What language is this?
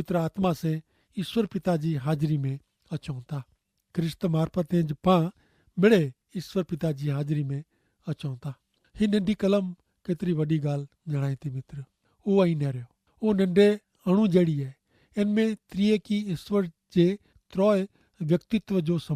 Kachhi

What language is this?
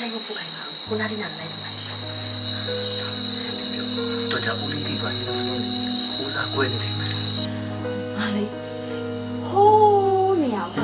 Burmese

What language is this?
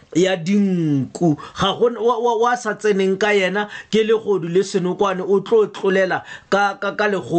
Tswana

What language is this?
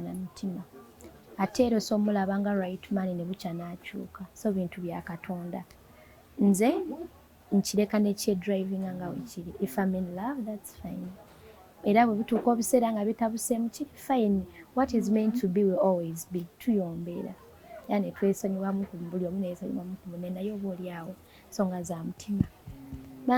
Ganda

